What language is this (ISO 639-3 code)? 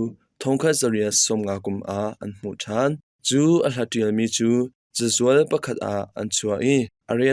cnh